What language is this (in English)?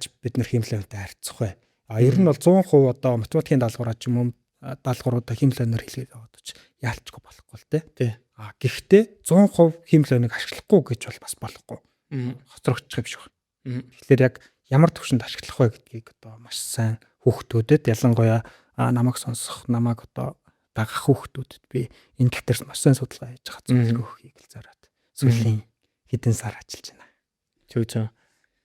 Mongolian